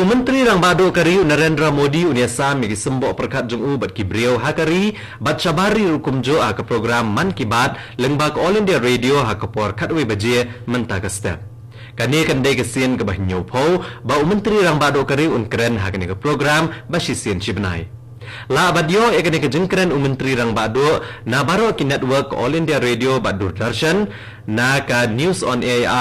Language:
Khasi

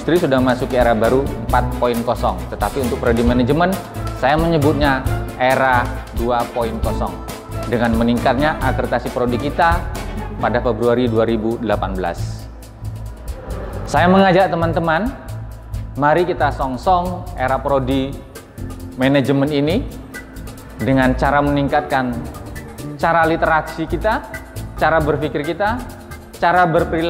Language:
Indonesian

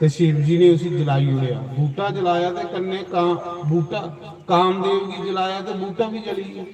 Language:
Dogri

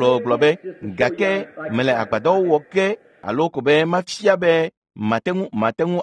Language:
Ewe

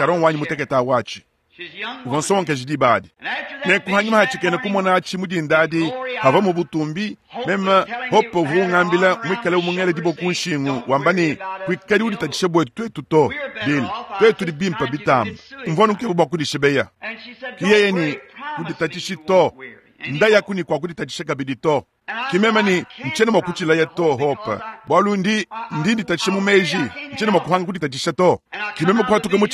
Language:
Luba-Lulua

